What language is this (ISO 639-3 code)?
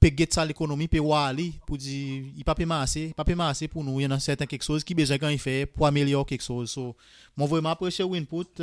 crs